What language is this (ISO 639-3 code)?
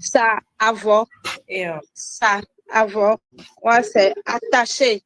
ewe